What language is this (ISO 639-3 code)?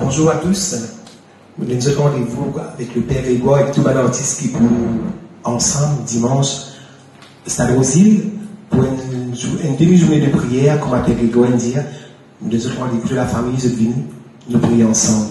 mfe